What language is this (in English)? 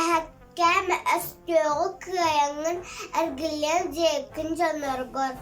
Yakut